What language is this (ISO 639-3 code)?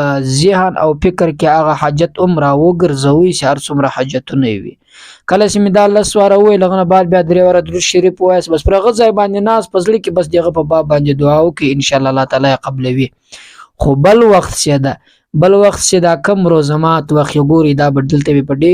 pus